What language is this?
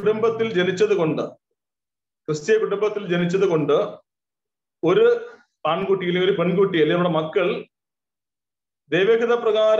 Malayalam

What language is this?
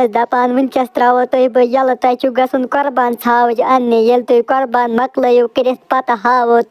Kashmiri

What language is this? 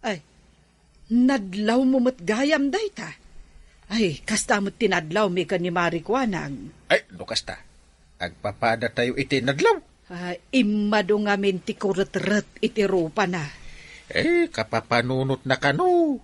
Iloko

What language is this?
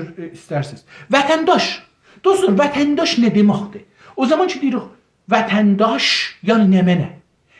South Azerbaijani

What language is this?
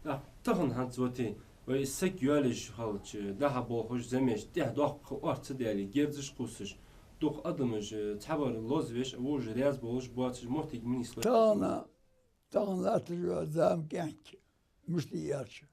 Ingush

